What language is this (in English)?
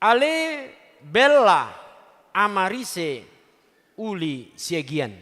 Batak Toba